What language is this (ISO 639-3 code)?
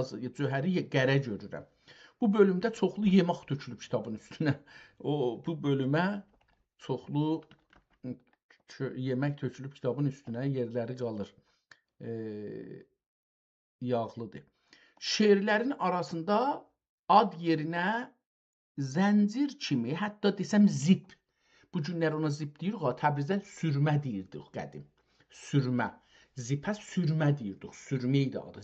azb